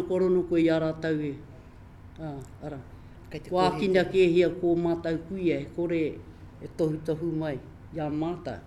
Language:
Māori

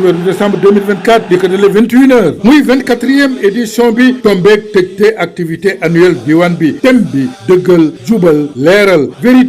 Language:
Wolof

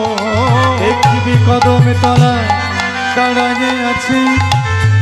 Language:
Bangla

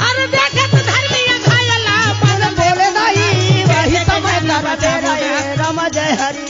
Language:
Chhattisgarhi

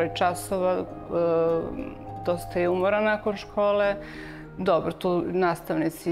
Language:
Serbian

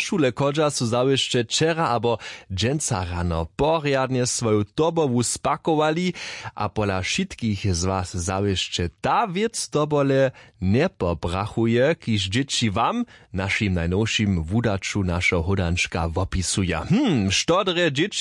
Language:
Upper Sorbian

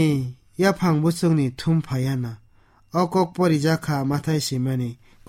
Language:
Kok Borok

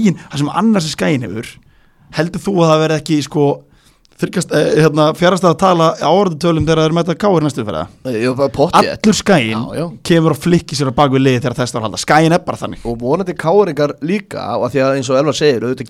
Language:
Icelandic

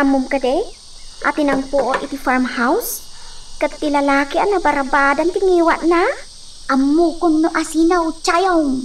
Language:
Iloko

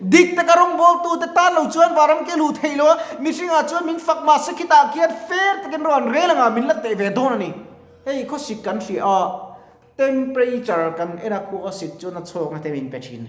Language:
Mizo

